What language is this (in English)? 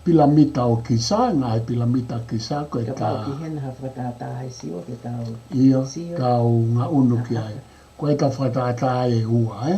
Tongan